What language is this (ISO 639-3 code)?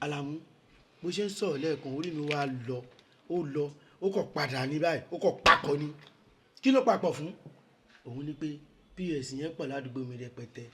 yor